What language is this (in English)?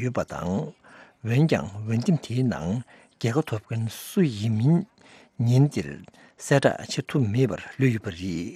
Tibetan